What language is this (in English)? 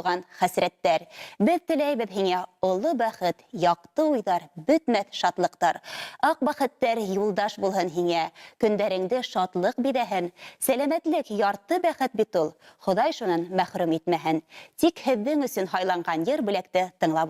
Bashkir